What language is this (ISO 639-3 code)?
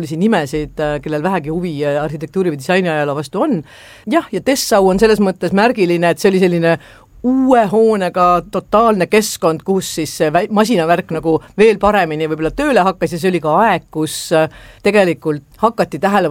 est